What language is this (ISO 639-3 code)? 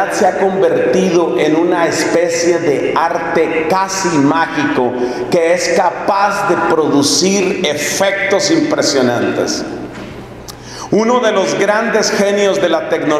spa